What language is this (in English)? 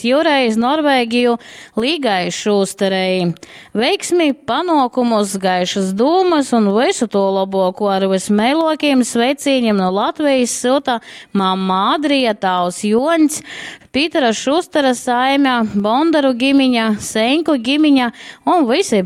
Latgalian